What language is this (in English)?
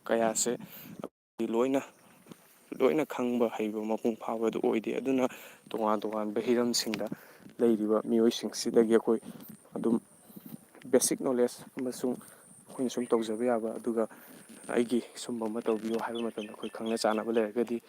Manipuri